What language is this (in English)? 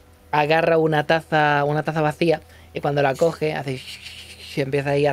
Spanish